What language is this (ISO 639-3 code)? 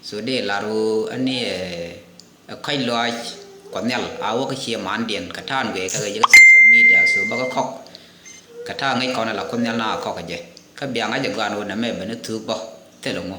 nus